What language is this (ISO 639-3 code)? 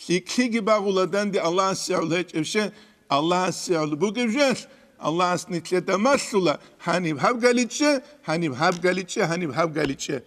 ava